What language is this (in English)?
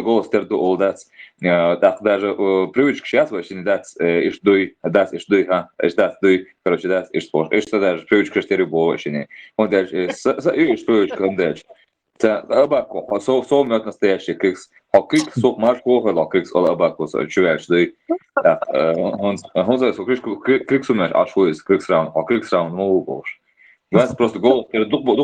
Chechen